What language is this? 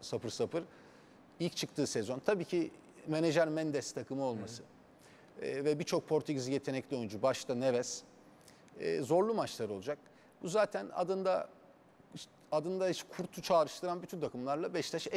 Turkish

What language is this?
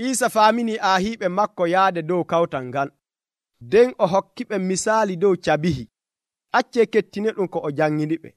Nigerian Fulfulde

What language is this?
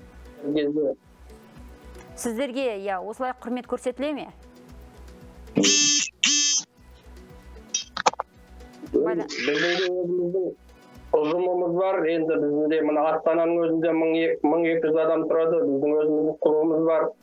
Kazakh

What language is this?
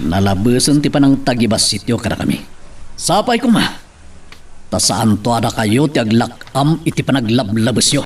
Iloko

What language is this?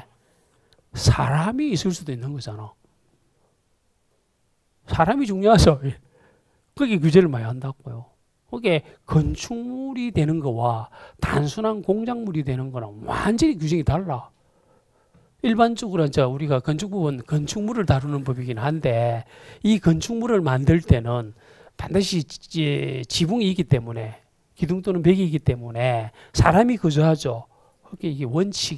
Korean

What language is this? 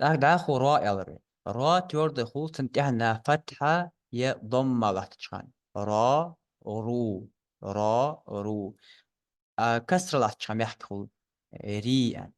Ingush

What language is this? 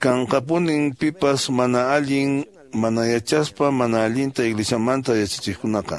Quechua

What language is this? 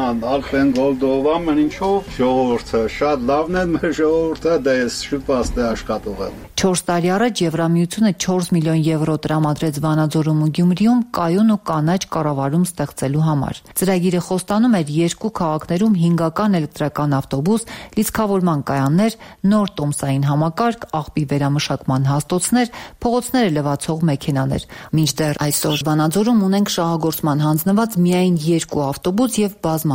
Armenian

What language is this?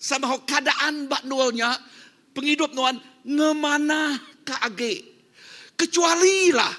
Iban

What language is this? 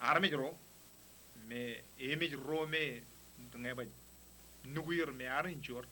Marshallese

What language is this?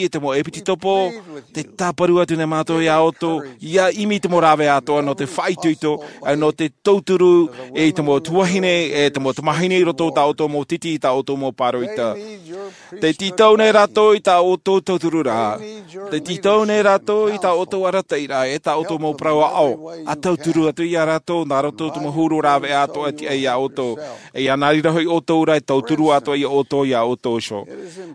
Tahitian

